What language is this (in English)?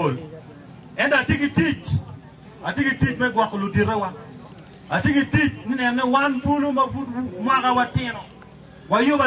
Acoli